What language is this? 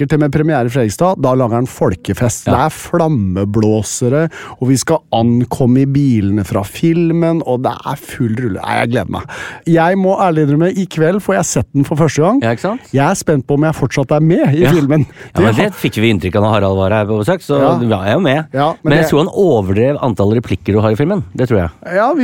Norwegian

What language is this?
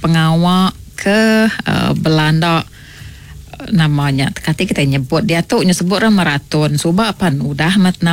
Iban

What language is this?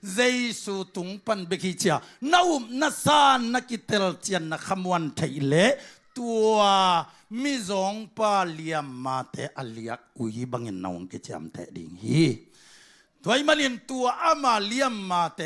Tedim Chin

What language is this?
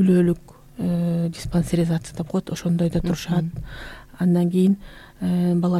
Kyrgyz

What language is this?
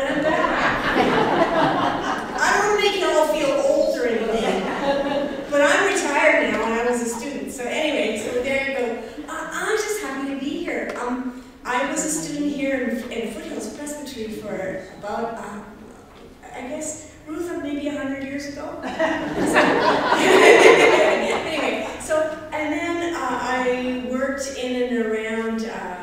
English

